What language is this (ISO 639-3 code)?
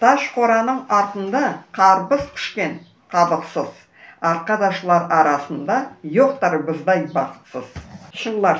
crh